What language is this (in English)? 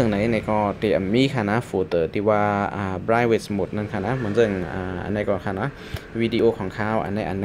Shan